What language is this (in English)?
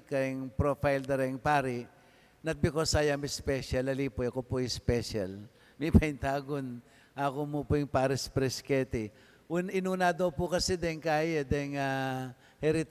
Pampanga